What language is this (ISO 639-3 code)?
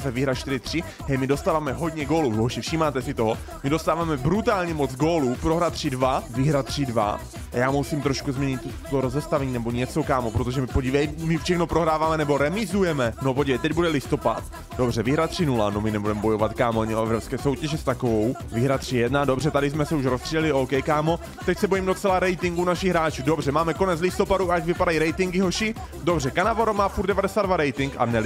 ces